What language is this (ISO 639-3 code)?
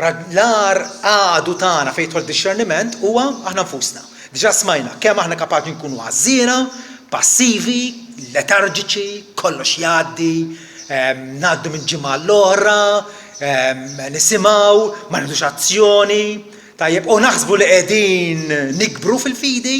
mlt